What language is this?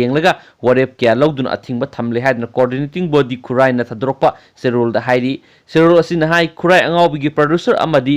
Manipuri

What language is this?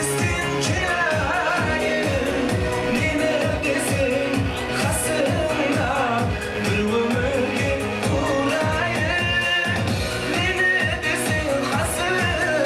Kara-Kalpak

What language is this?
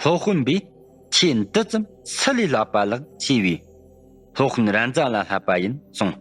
Tibetan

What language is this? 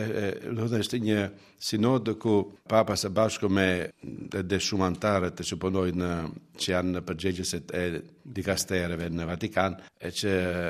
Albanian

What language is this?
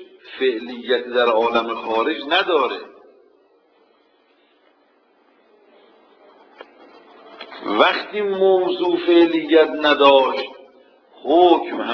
Persian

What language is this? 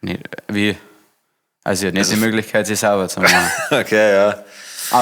Bavarian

